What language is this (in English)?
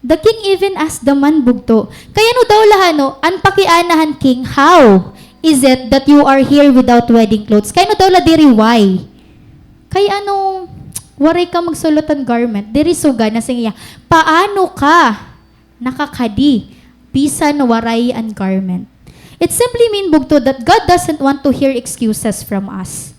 Waray